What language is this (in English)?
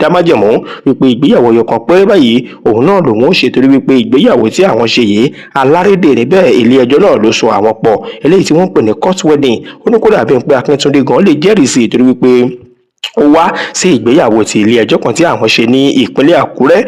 Yoruba